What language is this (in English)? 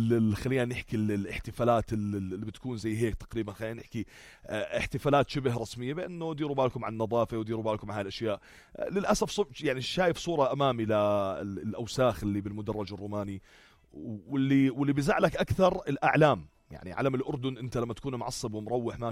North Levantine Arabic